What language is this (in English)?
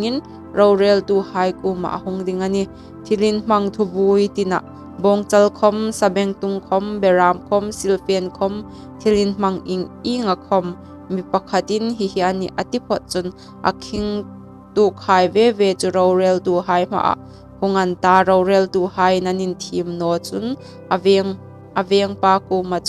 Hmar